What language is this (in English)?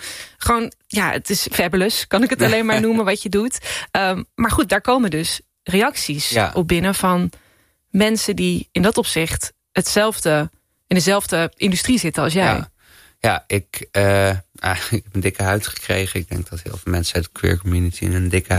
Dutch